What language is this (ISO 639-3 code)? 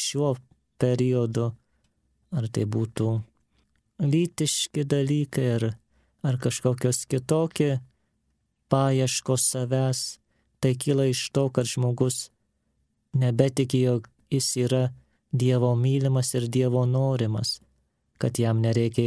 lit